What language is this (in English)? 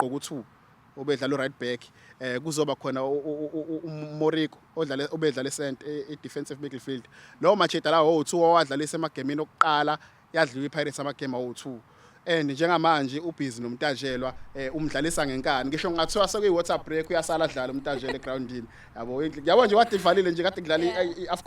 Zulu